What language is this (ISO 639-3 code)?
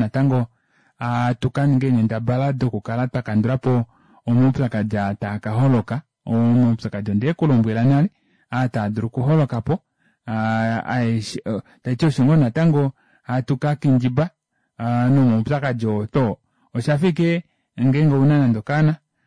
kua